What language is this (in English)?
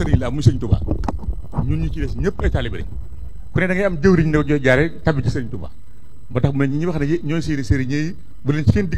Wolof